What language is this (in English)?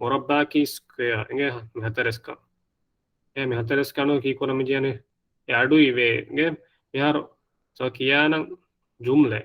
Divehi